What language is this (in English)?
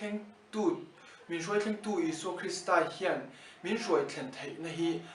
Mizo